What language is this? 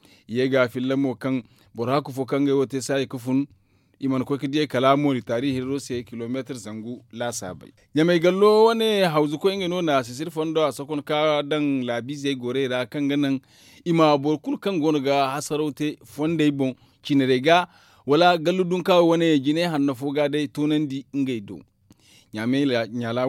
Zarma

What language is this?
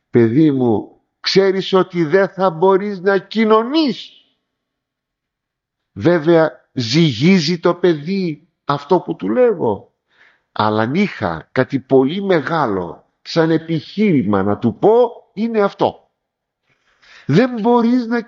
Greek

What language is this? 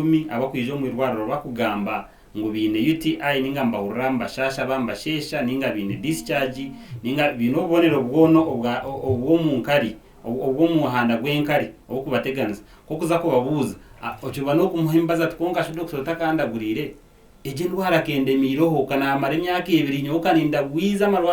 Nyankole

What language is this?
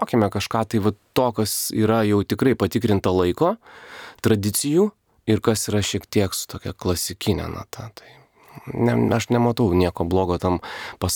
Lithuanian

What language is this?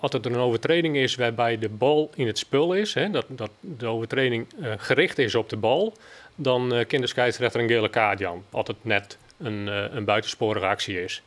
Western Frisian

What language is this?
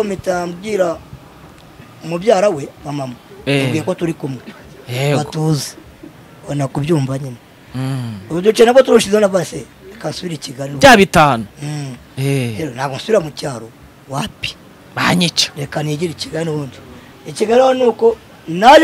Kinyarwanda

